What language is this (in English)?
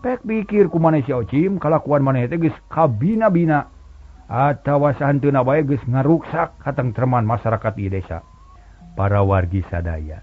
Sundanese